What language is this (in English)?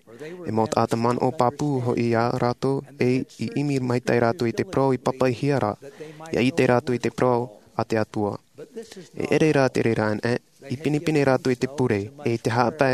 Tahitian